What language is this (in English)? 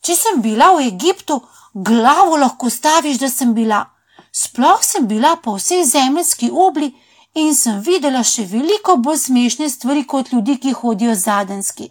Slovenian